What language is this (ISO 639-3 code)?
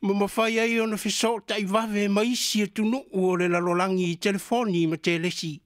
smo